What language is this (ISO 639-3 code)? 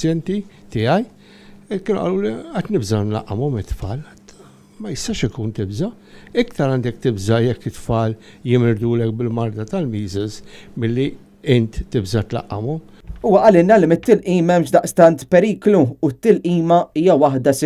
mlt